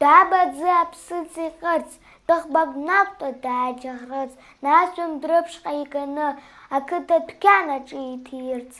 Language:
Abkhazian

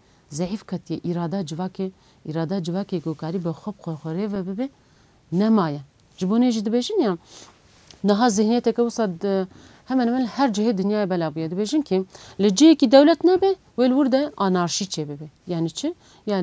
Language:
Kurdish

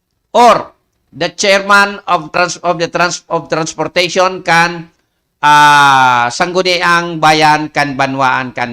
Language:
Bikol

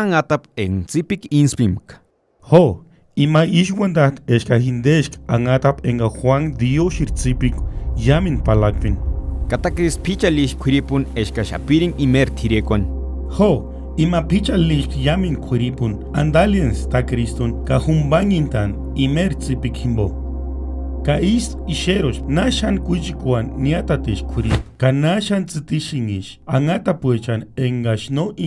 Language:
Purepecha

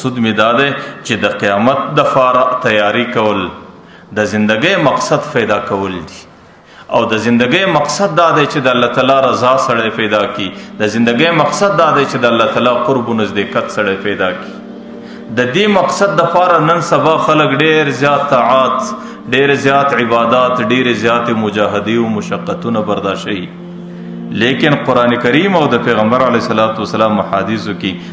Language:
Pashto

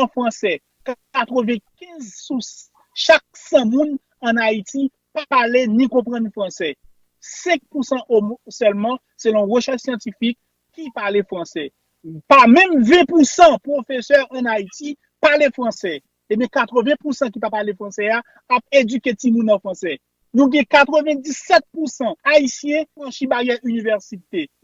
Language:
Haitian Creole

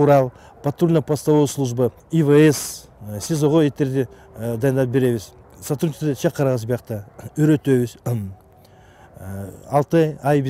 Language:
Kyrgyz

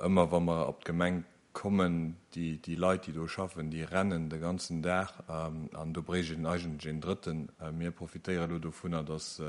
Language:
Luxembourgish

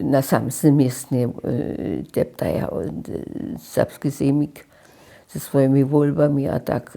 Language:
Upper Sorbian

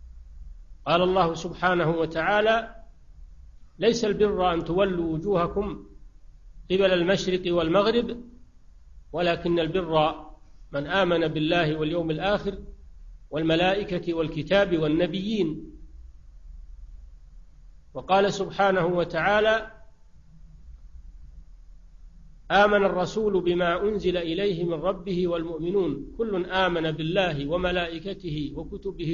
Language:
Arabic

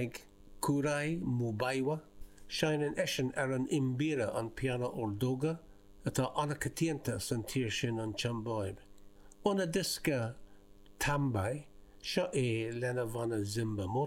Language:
Irish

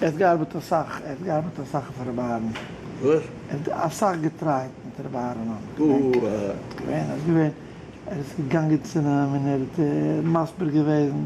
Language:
Yiddish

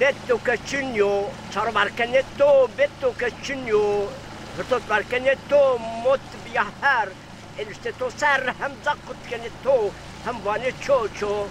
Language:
Zaza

